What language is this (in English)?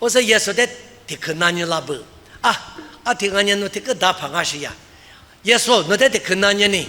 Lisu